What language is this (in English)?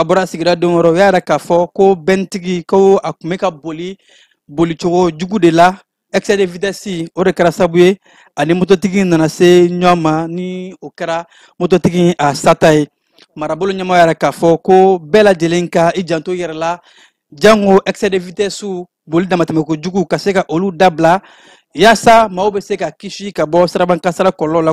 Bambara